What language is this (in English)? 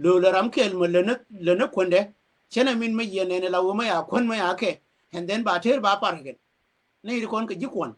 Nuer